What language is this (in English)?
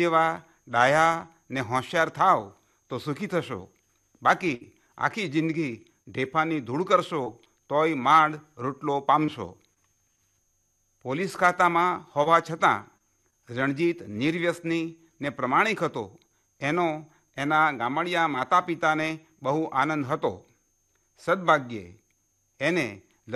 Gujarati